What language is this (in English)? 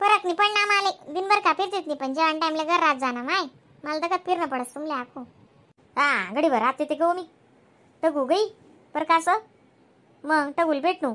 Khandesi